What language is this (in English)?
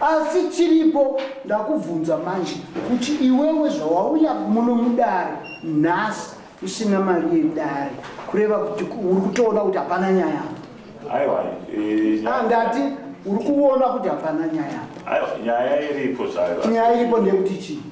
Shona